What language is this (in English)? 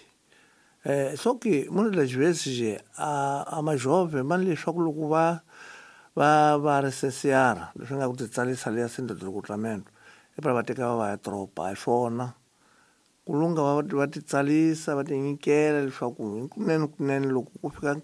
Tsonga